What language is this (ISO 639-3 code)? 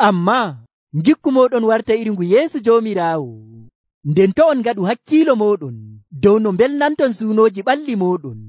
fuv